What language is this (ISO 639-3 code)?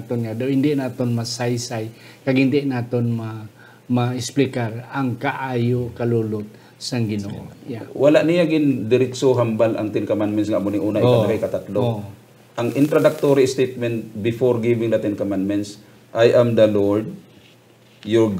hil